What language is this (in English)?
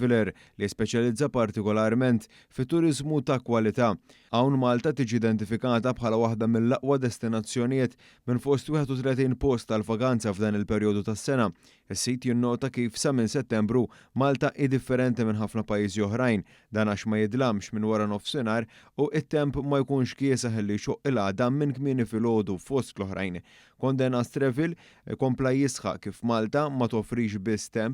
Maltese